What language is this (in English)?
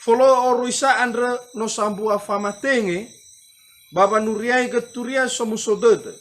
Nias